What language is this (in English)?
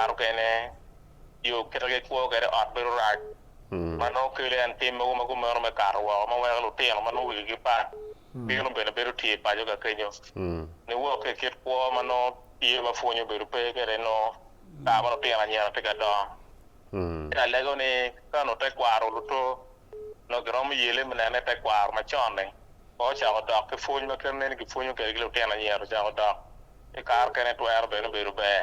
Acoli